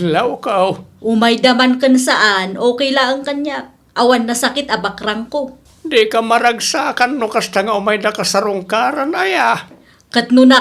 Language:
Iloko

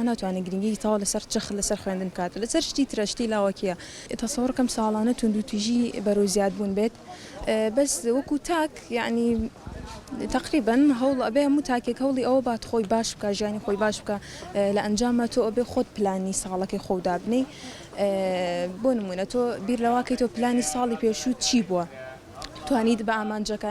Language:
Central Kurdish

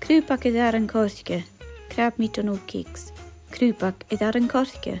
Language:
Scottish Gaelic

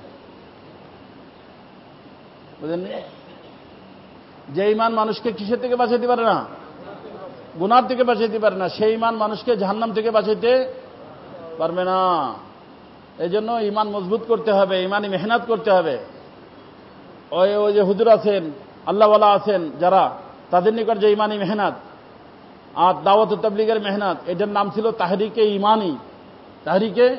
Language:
Bangla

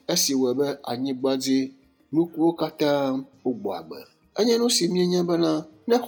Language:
Ewe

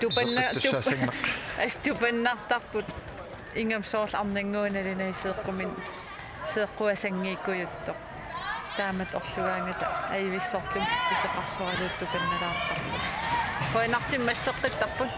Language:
Kalaallisut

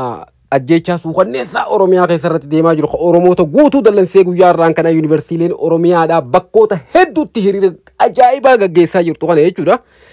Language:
Oromo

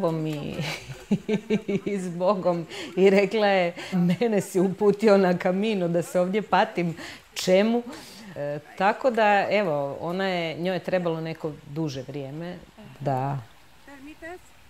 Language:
Croatian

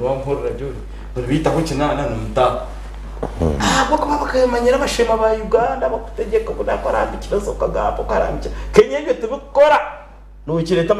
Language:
Nyankole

